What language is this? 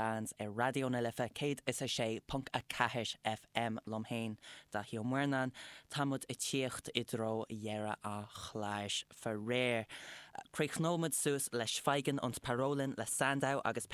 Irish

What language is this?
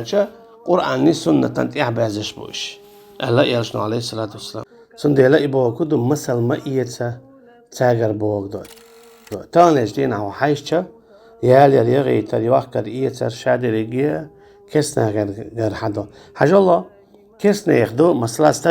Chechen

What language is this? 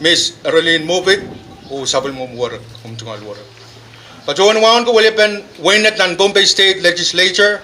Pohnpeian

